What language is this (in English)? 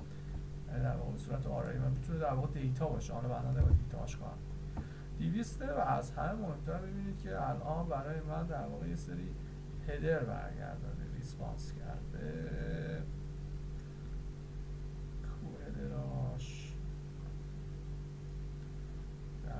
Persian